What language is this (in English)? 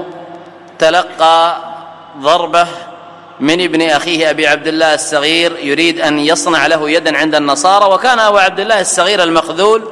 Arabic